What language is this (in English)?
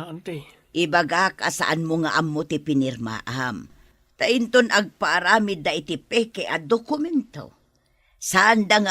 Iloko